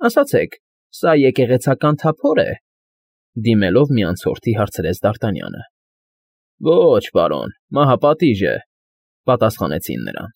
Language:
Armenian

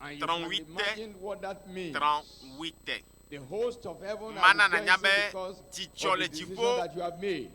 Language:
Ewe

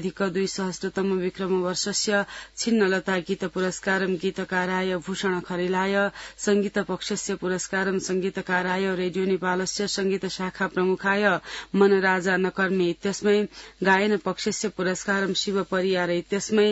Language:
Sanskrit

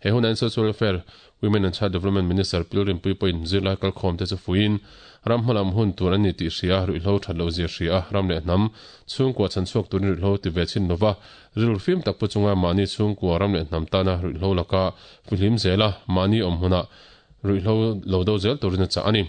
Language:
Mizo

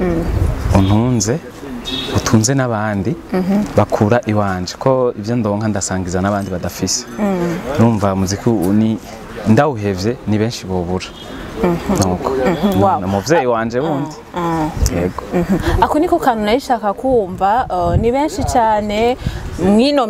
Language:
Rundi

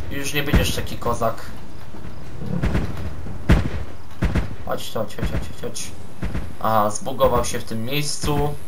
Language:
Polish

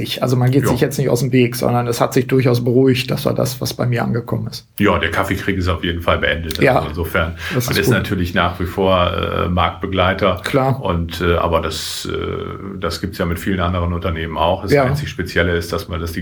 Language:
German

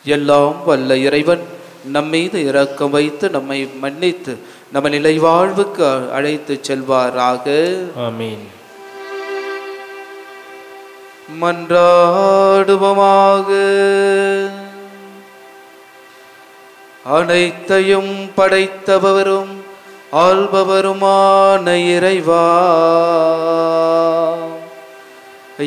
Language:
Tamil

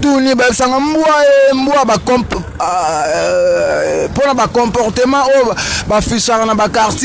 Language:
Lingala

